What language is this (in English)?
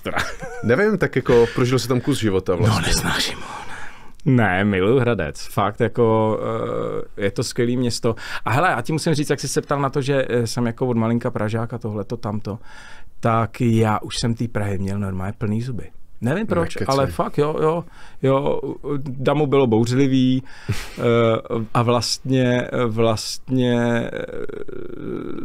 Czech